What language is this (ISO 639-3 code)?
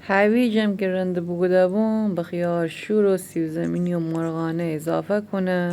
glk